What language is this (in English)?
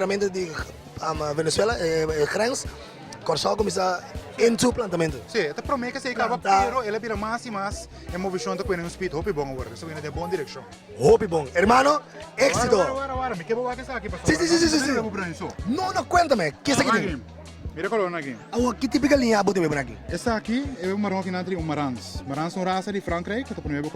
Papiamento